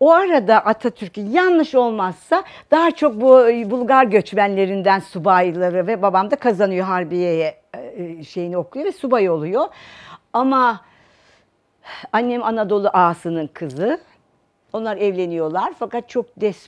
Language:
Turkish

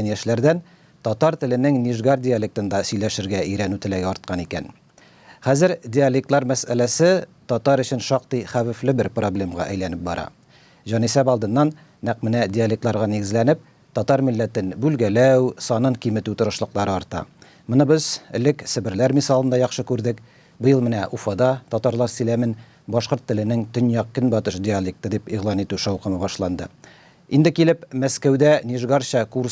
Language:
Tatar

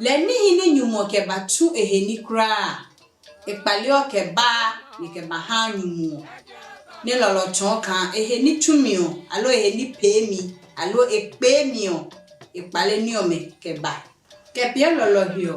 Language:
Adangme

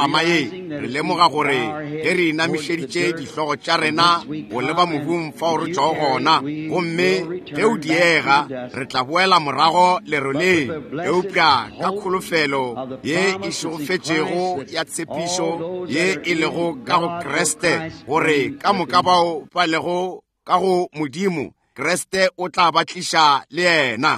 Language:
Northern Sotho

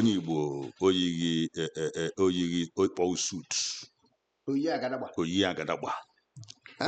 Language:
Igbo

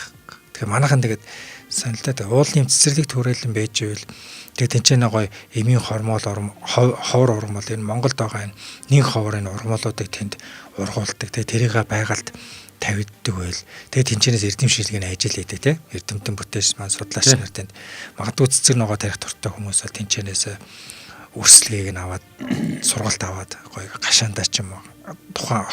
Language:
Mongolian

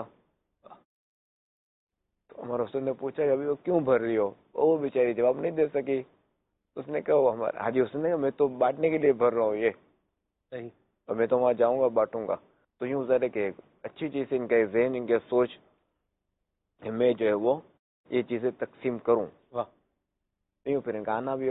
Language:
Urdu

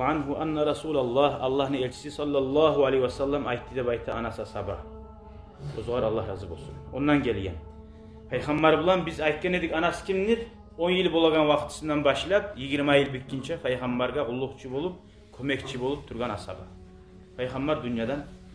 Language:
Kumyk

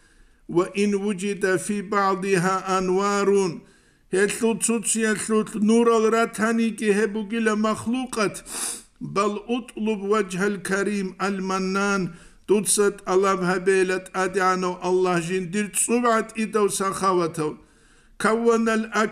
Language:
Avaric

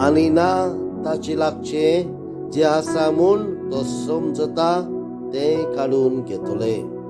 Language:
Konkani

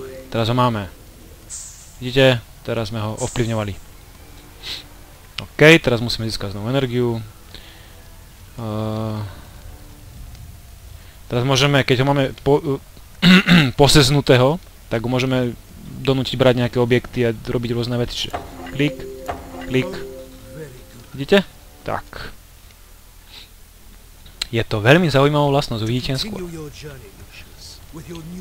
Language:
Slovak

